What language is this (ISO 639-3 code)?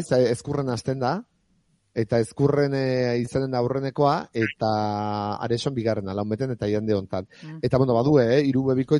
eus